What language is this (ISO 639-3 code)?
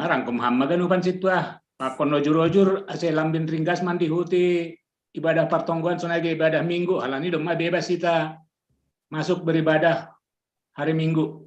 bts